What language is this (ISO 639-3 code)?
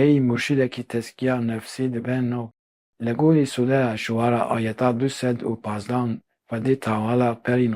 kur